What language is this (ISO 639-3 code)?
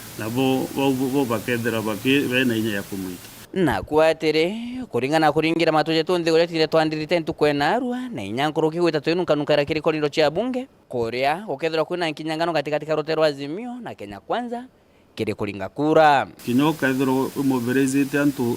mer